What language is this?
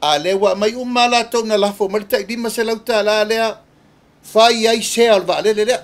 Samoan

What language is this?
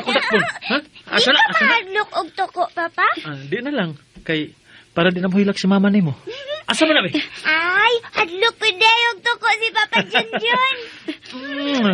Cebuano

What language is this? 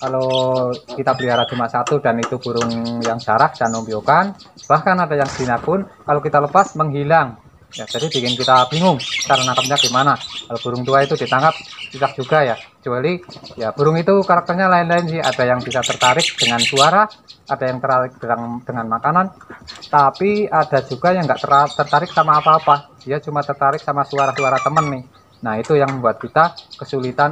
Indonesian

